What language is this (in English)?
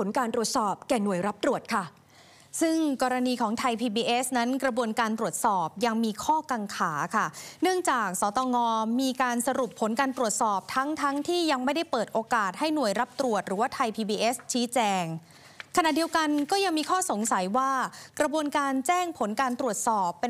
Thai